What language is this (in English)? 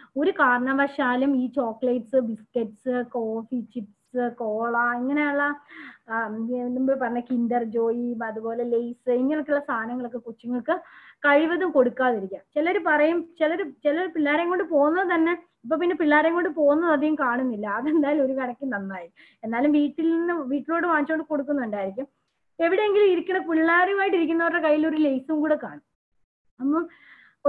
Malayalam